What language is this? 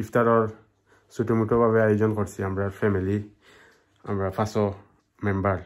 Sylheti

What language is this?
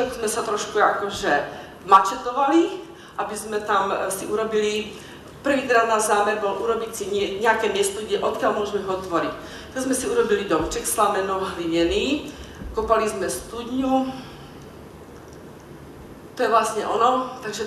Slovak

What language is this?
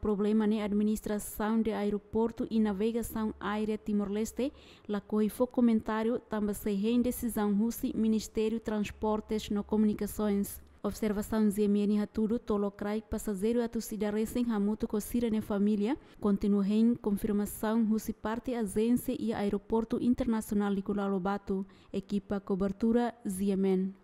Tetum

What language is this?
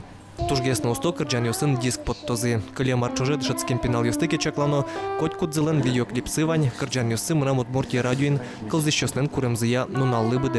Udmurt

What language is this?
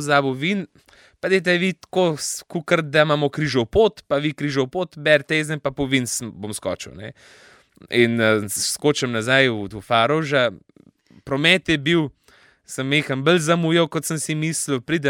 Slovenian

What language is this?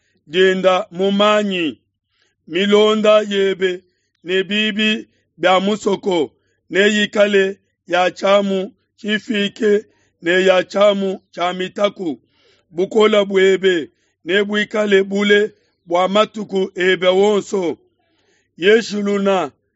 Luba-Lulua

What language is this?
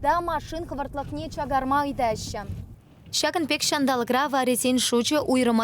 Chuvash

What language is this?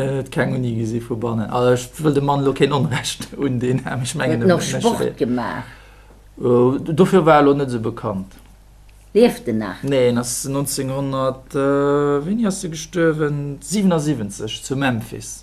Luxembourgish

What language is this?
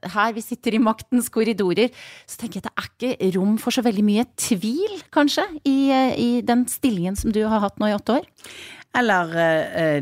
Norwegian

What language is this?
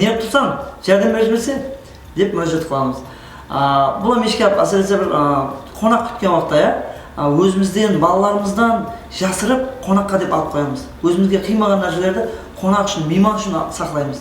Kara-Kalpak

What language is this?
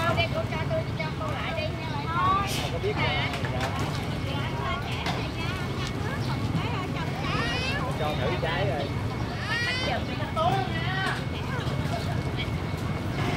Vietnamese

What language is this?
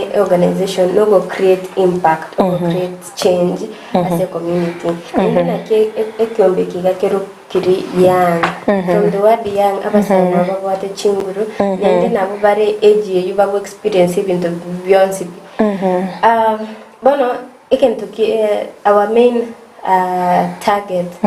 Gusii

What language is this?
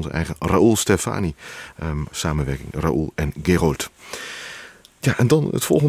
Dutch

